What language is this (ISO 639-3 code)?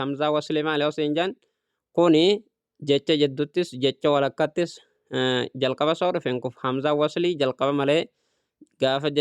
orm